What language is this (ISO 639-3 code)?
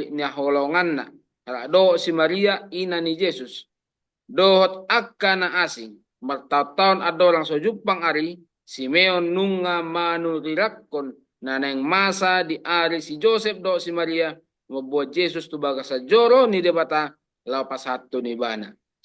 bbc